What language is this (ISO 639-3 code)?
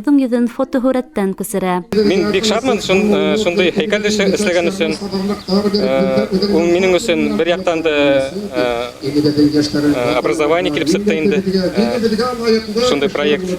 bak